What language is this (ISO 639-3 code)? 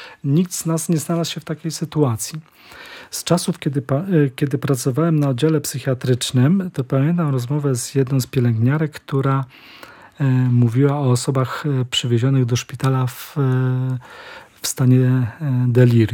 pol